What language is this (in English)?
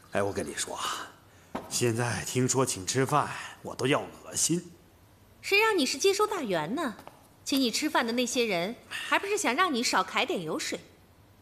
Chinese